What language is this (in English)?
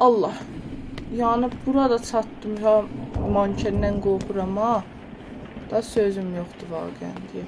South Azerbaijani